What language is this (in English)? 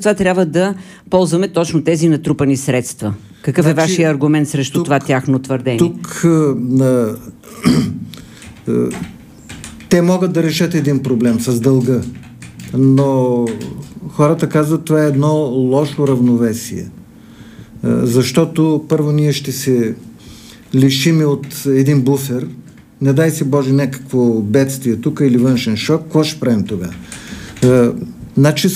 Bulgarian